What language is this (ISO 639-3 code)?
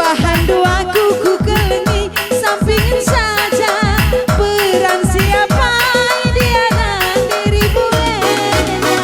btx